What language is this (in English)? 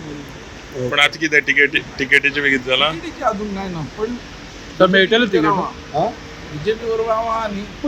Konkani